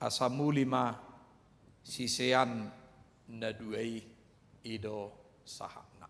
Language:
Batak Toba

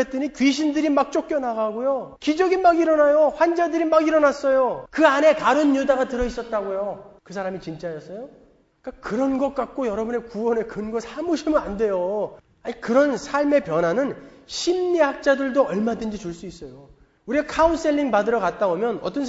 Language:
Korean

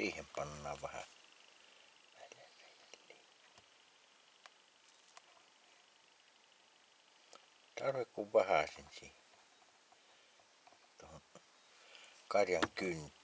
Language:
Finnish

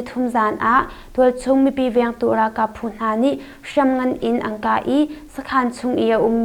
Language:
Hakha Chin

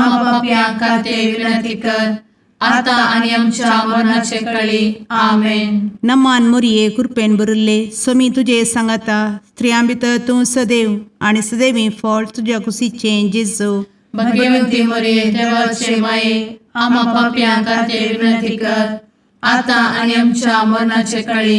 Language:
Konkani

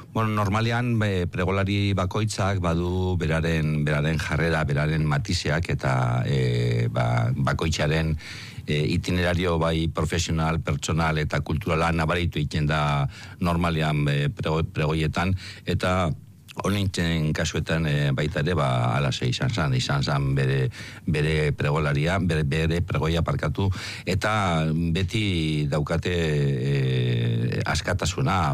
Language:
Basque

